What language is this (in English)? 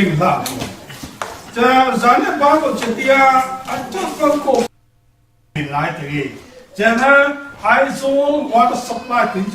Falam Chin